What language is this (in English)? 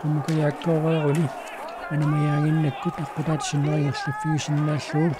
Kalaallisut